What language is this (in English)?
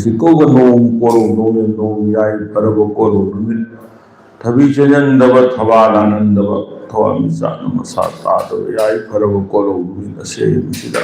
Manipuri